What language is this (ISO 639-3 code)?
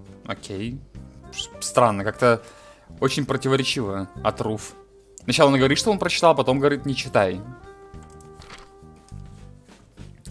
rus